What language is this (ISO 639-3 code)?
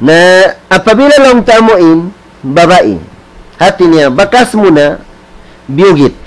tsg